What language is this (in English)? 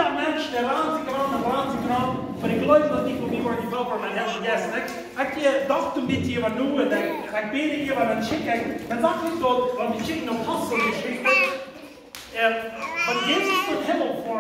Plautdietsch